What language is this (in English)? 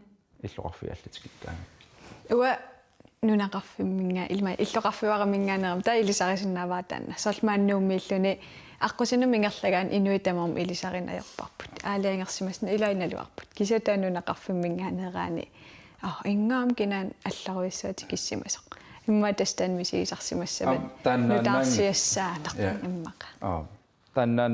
Kalaallisut